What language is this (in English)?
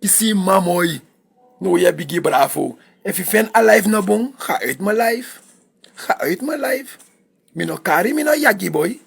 Sranan Tongo